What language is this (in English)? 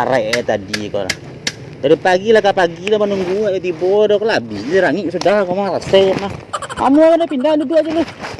Minangkabau